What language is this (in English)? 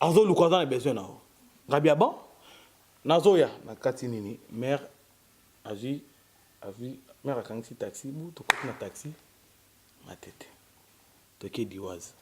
Lingala